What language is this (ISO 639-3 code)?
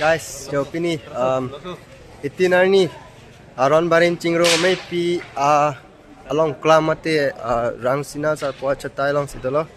mjw